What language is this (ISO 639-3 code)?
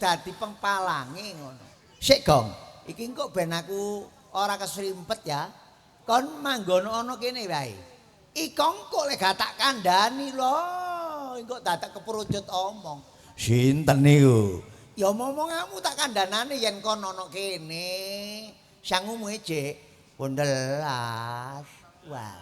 jav